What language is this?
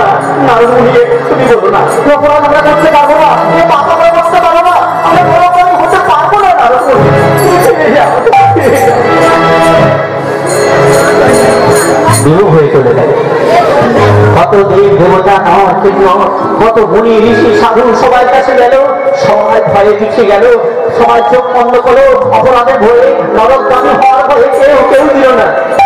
Bangla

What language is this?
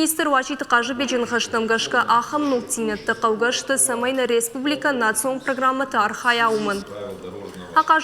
Ossetic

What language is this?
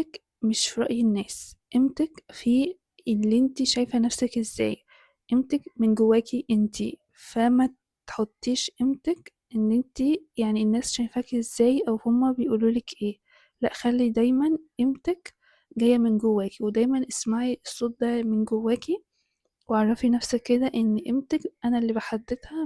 Egyptian Arabic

